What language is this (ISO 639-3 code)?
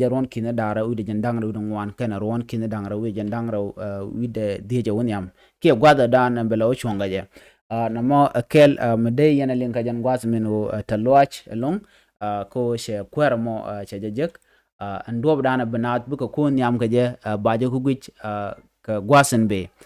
nus